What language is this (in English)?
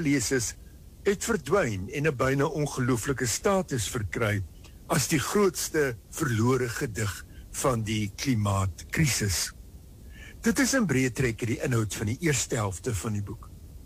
Afrikaans